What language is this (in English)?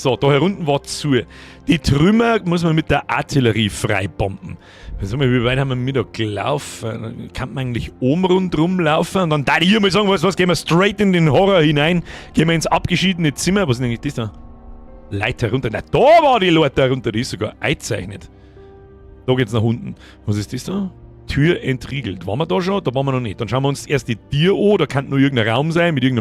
Bavarian